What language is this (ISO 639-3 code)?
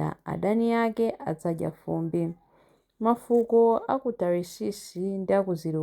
nya